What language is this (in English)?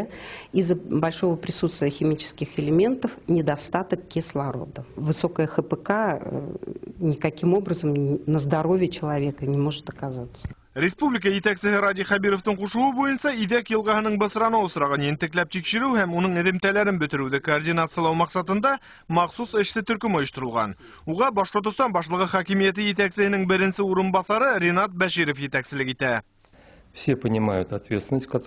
Bashkir